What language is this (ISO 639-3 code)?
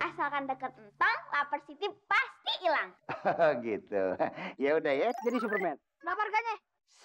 bew